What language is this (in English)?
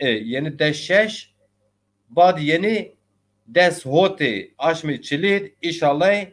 Zaza